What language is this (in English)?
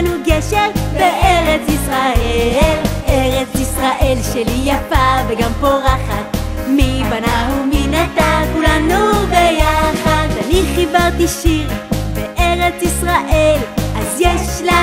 Hebrew